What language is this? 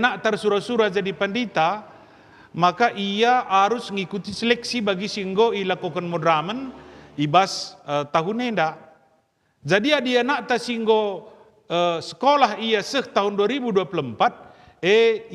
Batak Karo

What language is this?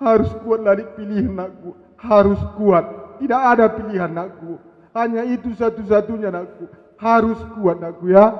Batak Karo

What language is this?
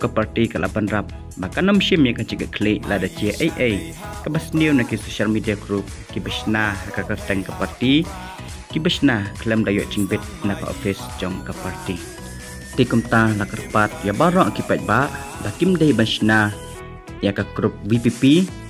Khasi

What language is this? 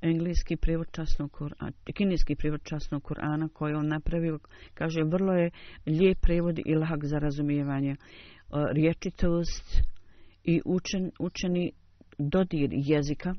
Bosnian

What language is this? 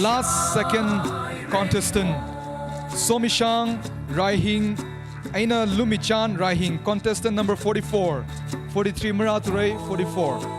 Tangkhul Naga (India)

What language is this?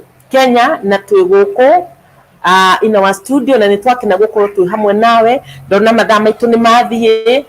Kikuyu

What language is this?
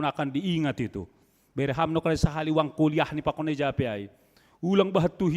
Batak Simalungun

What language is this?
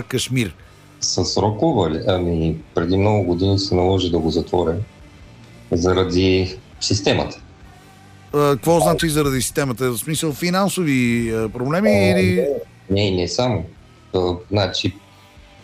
Bulgarian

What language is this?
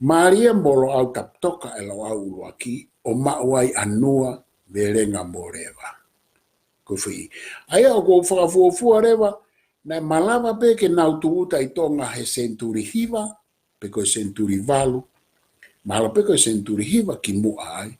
Tongan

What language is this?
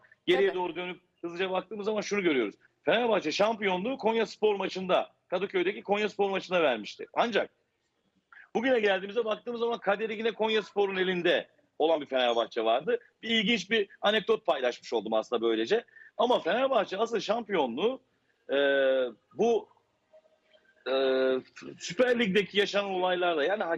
Turkish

